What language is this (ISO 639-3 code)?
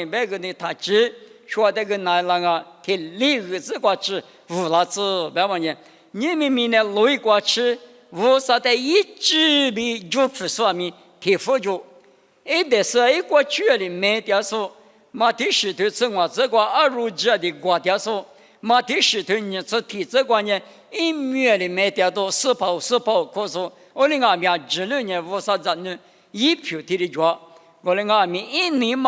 lis